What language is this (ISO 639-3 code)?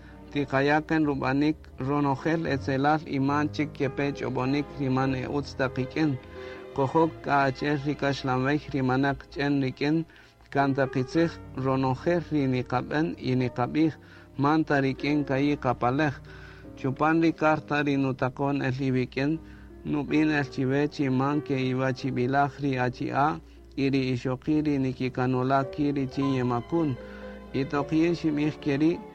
cak